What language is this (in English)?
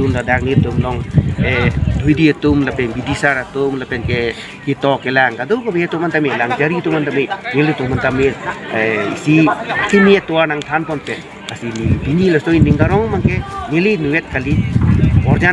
Karbi